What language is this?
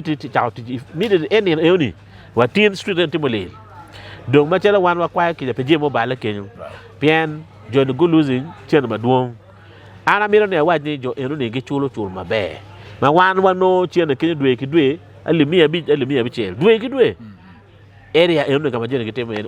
Acoli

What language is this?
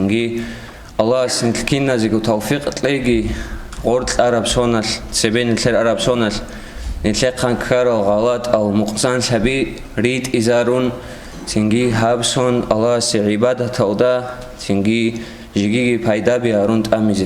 Avaric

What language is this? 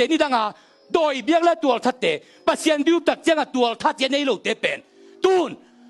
Tedim Chin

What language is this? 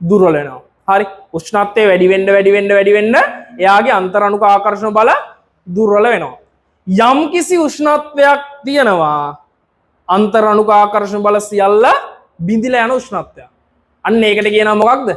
Sinhala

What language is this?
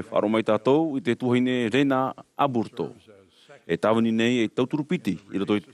Tahitian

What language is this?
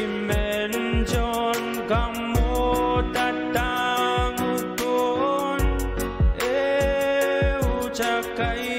Pohnpeian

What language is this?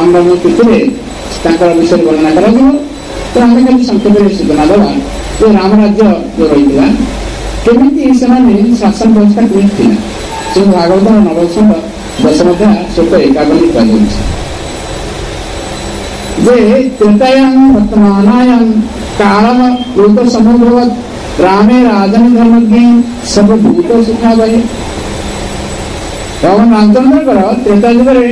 Odia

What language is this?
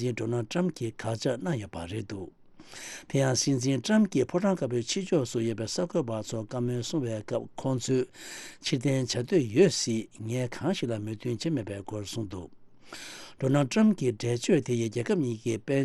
Tibetan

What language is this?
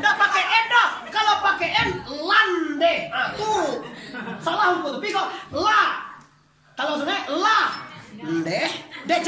Minangkabau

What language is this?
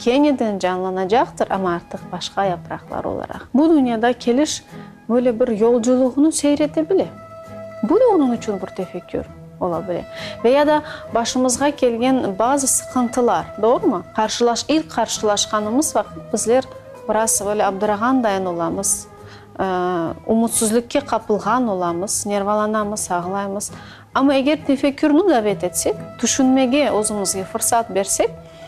Crimean Tatar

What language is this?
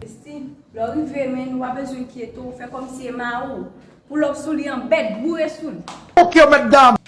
Haitian Creole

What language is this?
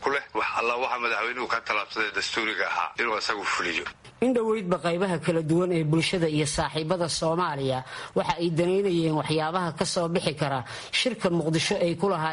Somali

